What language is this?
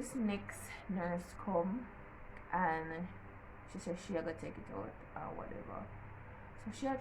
Jamaican Creole English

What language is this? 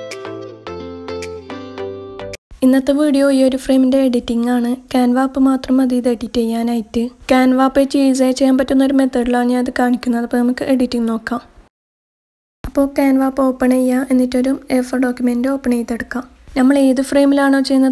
Malayalam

